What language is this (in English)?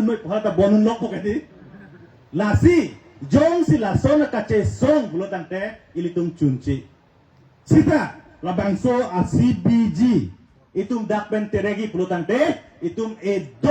Karbi